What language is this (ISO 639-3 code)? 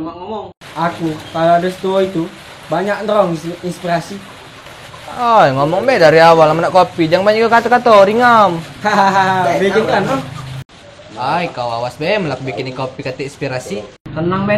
mui